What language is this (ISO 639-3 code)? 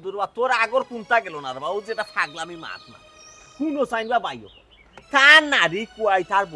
syl